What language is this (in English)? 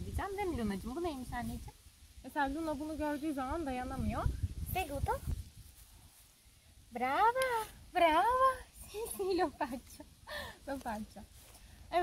Turkish